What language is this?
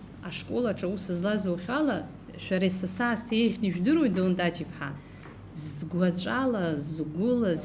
Abkhazian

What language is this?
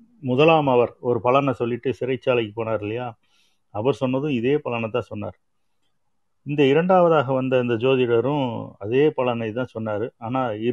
Tamil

